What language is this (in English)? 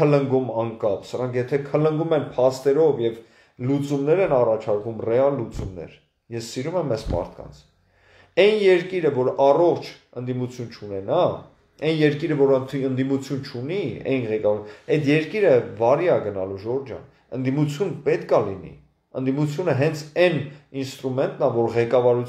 Armenian